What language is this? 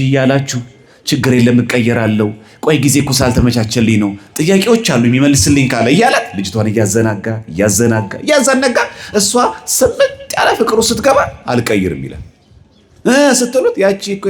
Amharic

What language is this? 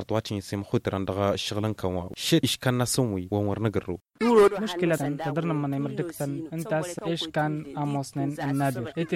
Tamasheq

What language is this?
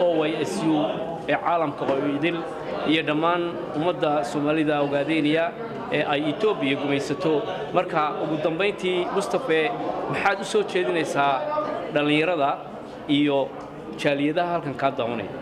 Somali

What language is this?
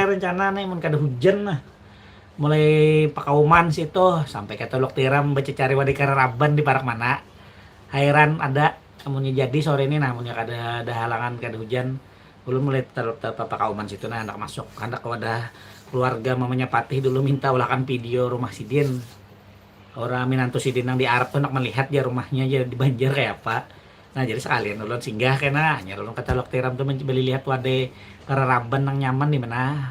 Banjar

